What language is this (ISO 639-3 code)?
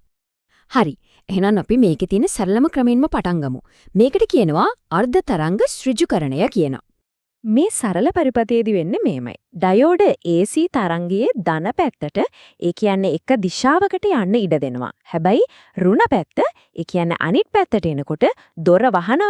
sin